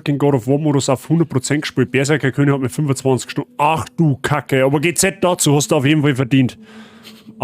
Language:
Bavarian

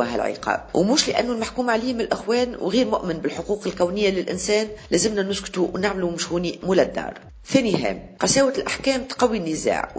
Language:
Tunisian Arabic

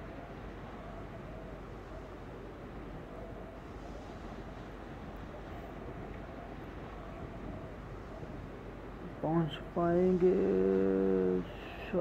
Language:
Hindi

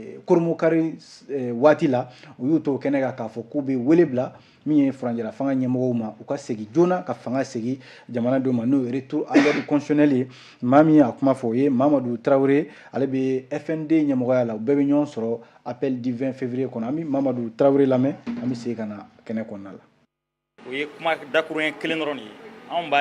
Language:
Bambara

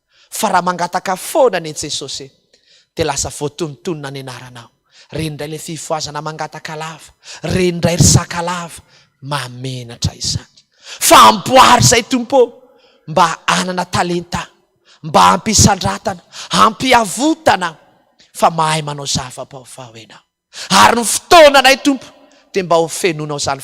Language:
Malagasy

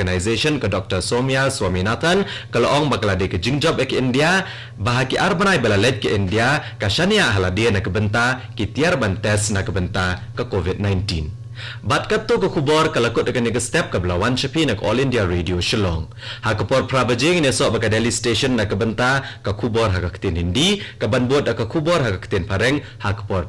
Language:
Khasi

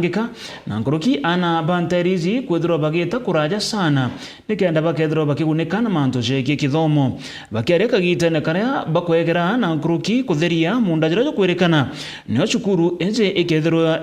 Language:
Meru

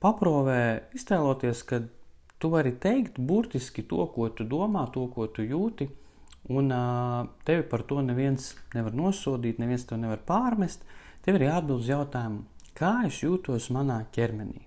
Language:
Latvian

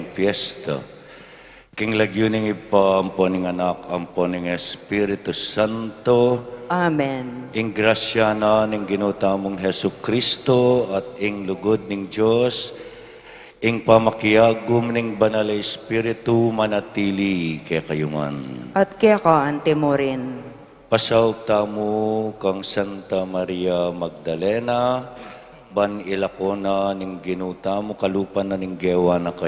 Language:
Pampanga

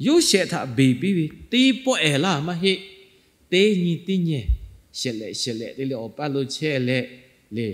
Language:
Lahu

